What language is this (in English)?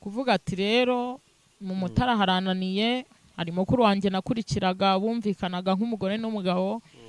Kinyarwanda